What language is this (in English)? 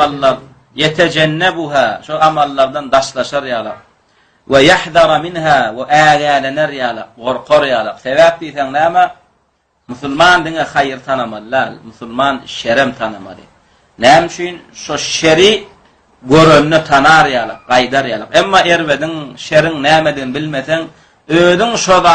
Turkmen